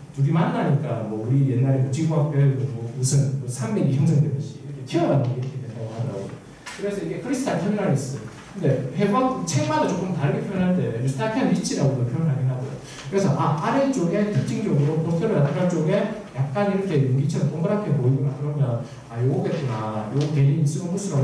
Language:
Korean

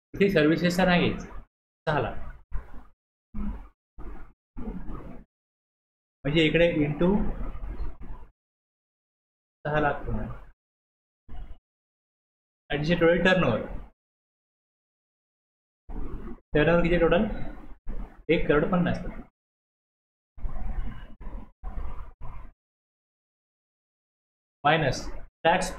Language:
Marathi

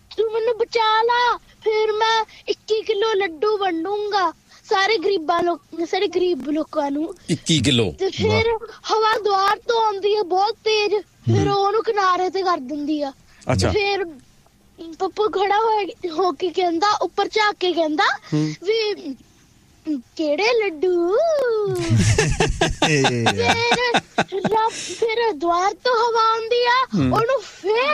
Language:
Punjabi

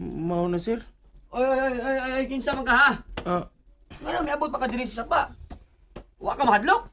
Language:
Cebuano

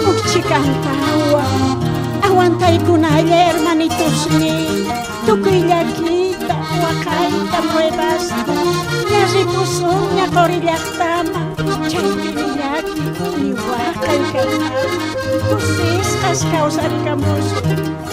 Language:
South Bolivian Quechua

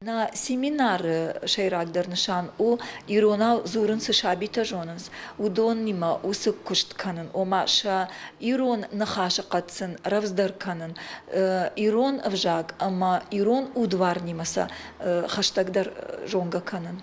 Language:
Ossetic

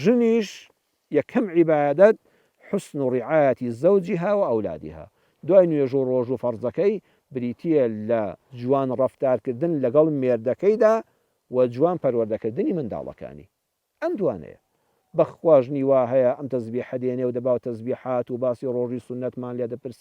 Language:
Central Kurdish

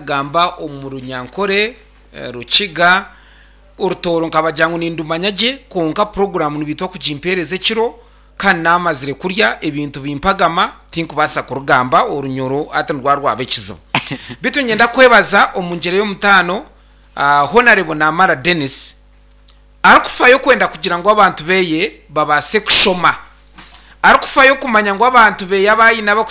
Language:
Nyankole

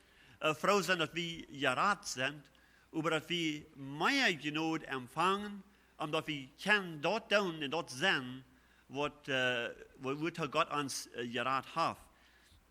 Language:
Plautdietsch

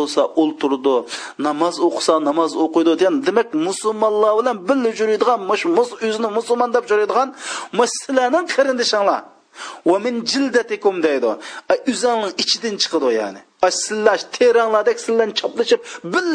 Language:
Uyghur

